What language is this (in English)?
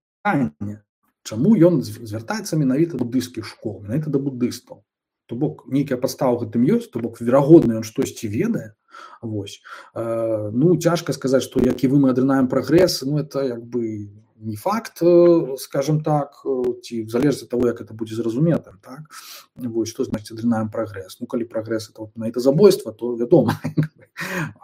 Belarusian